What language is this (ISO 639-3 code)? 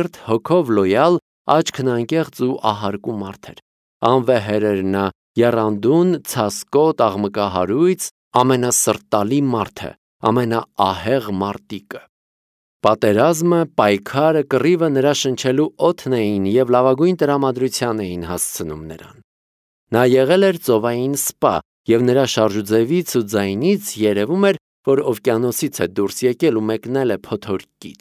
hye